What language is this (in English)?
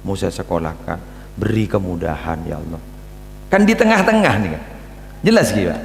Madurese